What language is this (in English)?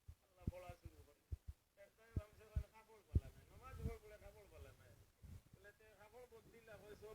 Sylheti